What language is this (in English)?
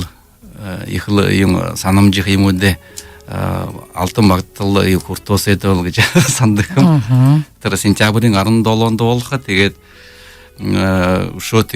Buriat